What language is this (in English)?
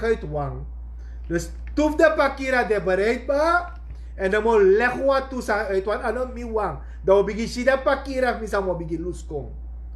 Sranan Tongo